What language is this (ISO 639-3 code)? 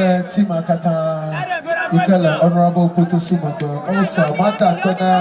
ewe